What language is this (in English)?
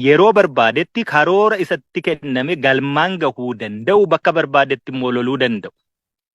Oromo